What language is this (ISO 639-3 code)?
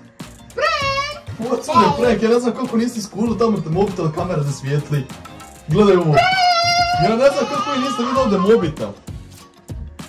hrv